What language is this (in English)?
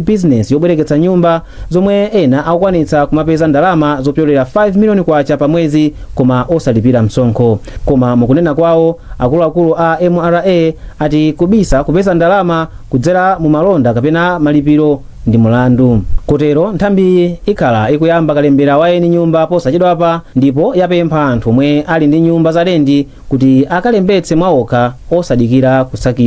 Nyanja